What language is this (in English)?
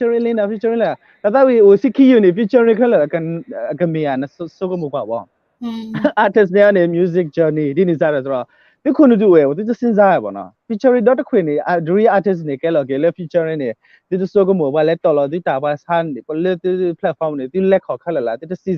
S'gaw Karen